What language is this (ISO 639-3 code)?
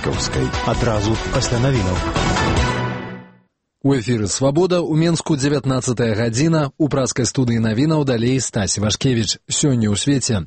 bel